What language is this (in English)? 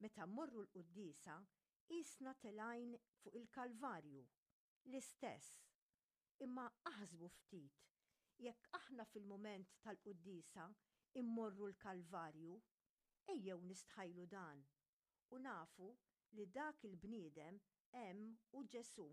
Maltese